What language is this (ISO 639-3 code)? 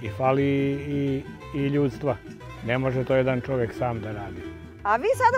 srp